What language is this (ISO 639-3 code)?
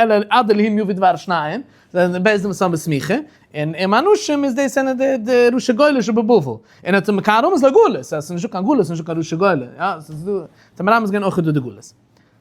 yid